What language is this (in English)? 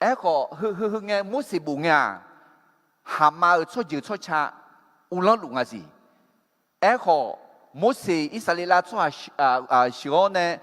Akha